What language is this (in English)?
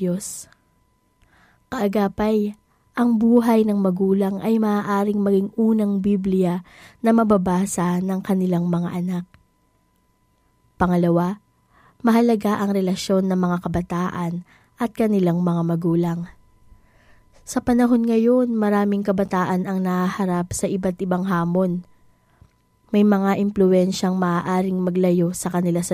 Filipino